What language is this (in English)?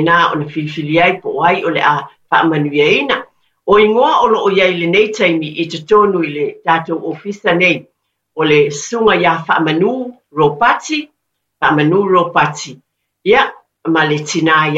Samoan